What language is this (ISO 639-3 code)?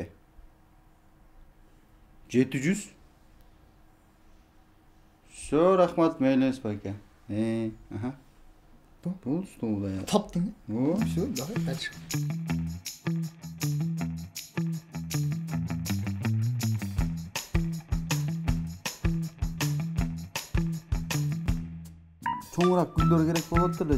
kir